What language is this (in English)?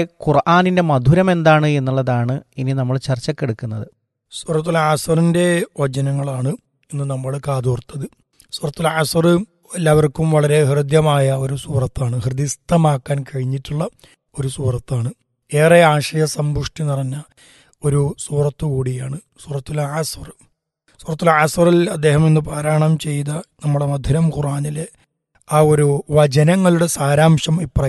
Malayalam